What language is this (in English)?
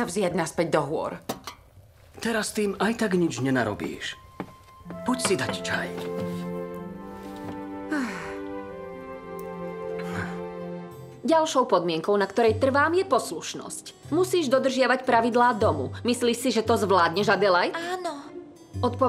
Slovak